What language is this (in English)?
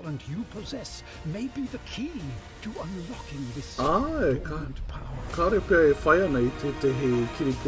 Māori